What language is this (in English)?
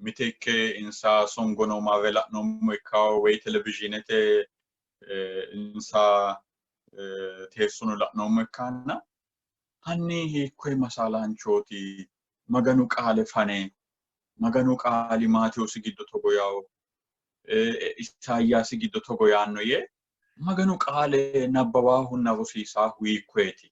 Sidamo